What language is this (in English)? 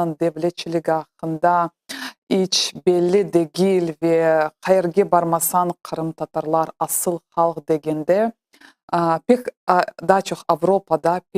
Crimean Tatar